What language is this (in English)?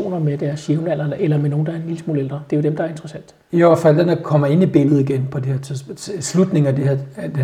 Danish